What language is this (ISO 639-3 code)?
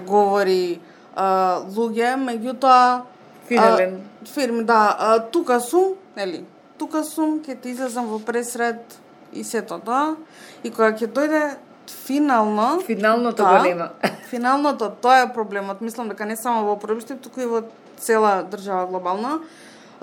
mkd